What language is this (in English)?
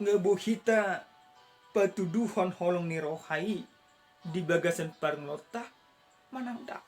Batak Toba